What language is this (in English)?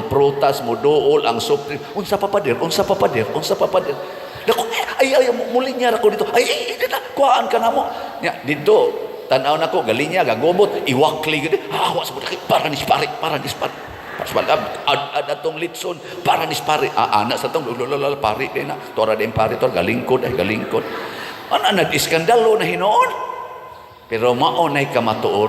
Cebuano